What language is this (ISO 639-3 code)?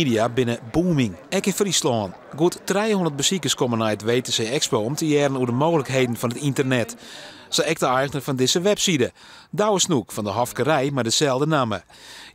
fry